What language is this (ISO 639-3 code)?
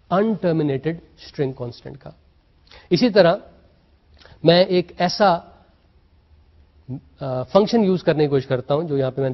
urd